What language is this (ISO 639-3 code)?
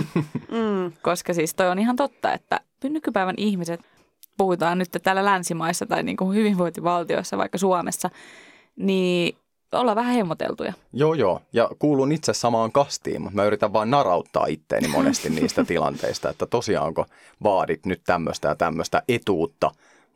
fin